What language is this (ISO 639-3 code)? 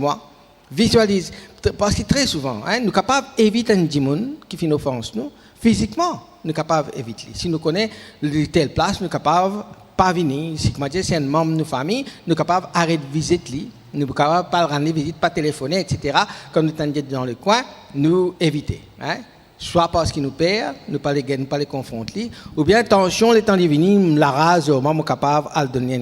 mfe